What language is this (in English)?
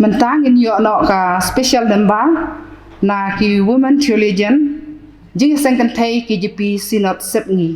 Khasi